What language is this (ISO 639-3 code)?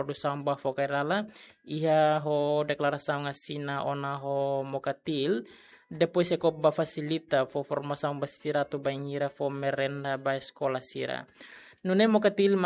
tet